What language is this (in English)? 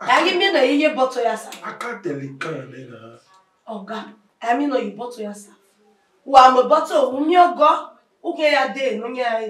Bini